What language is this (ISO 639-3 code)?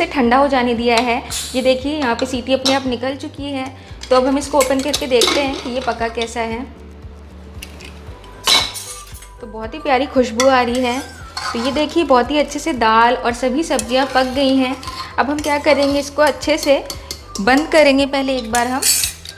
hin